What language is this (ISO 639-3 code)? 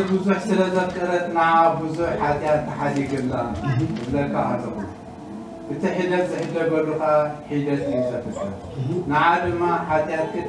tir